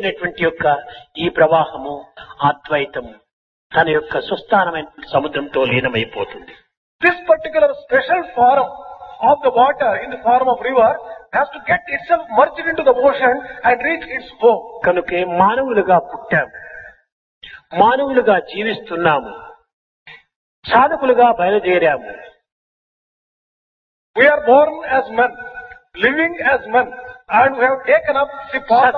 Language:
Telugu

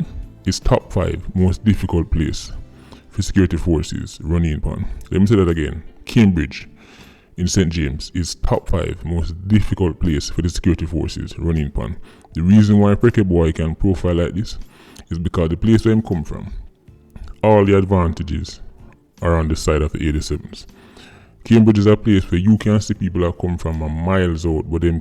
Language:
Jamaican Creole English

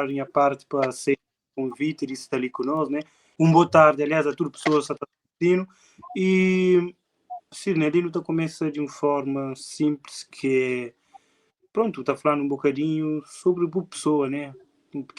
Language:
Kabuverdianu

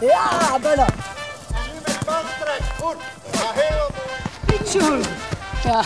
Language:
Western Frisian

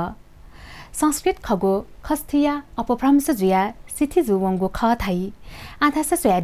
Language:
Newari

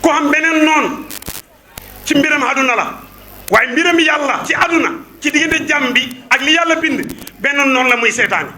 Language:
Wolof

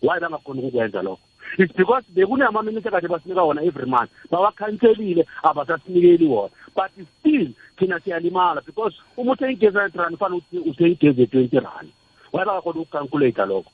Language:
South Ndebele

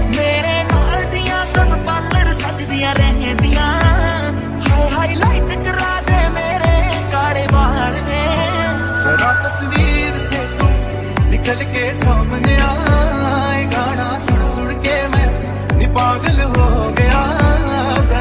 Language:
Hindi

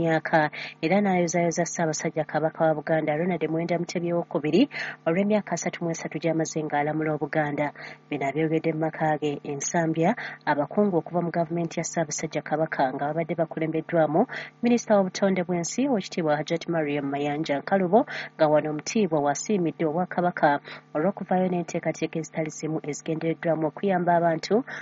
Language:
Ganda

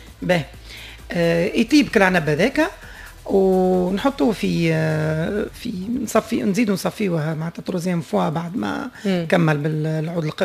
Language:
Tunisian Arabic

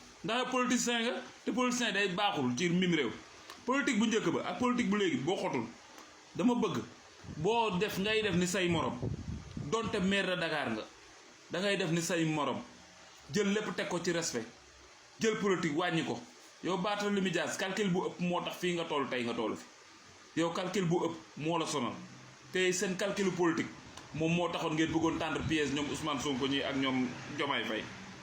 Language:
Wolof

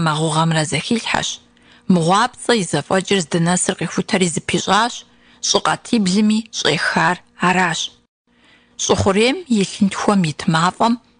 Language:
Kabardian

